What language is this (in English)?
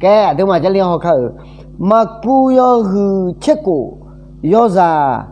Akha